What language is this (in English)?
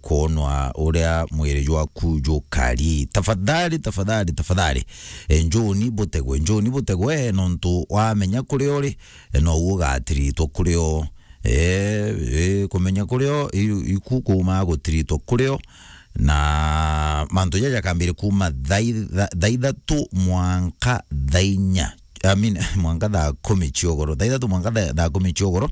Meru